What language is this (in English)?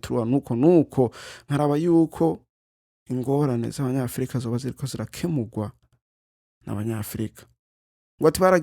Rundi